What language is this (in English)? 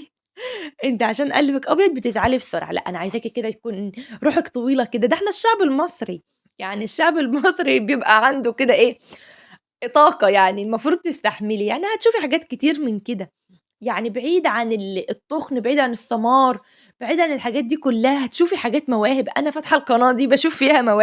Egyptian Arabic